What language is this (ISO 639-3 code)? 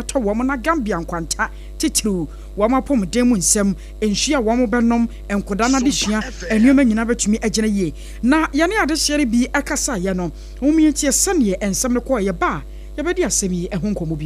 aka